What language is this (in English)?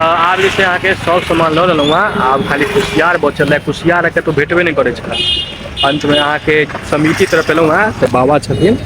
Maithili